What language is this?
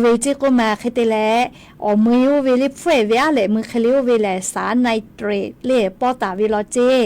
Lahu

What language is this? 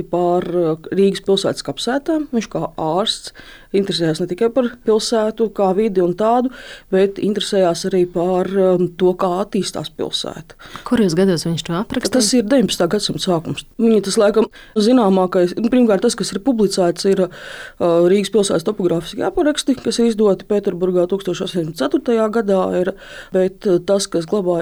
Latvian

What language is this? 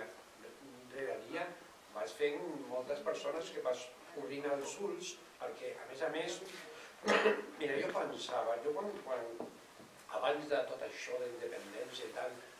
Catalan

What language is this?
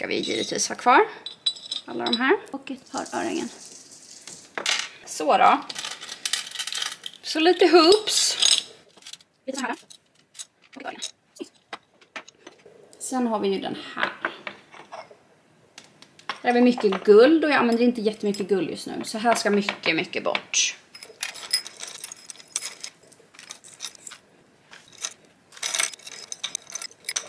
Swedish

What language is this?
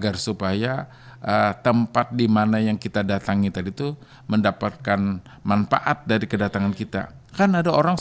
Banjar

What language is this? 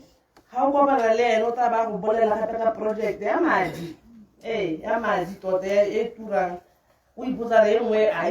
Tswana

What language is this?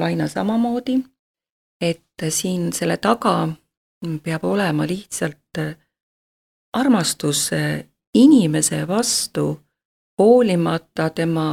Estonian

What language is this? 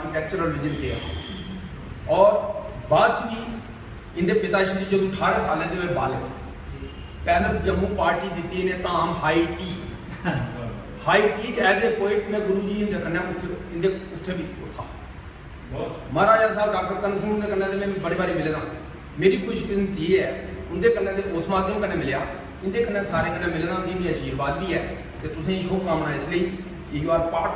Dogri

